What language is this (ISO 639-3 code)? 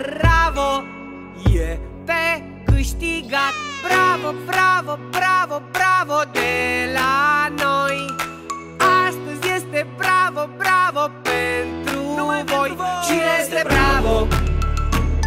ron